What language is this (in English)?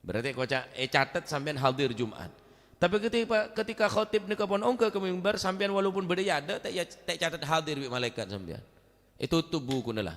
Madurese